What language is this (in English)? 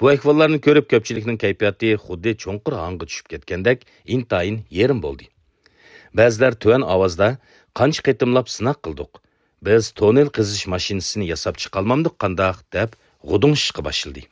Uyghur